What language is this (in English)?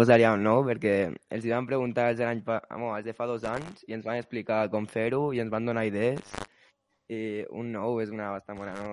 Catalan